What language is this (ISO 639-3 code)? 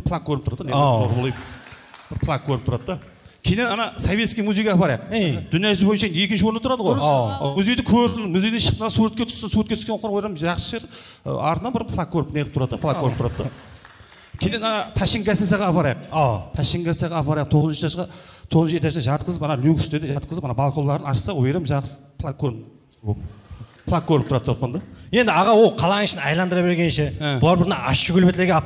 kaz